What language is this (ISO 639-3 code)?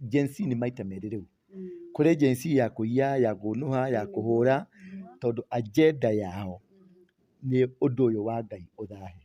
kik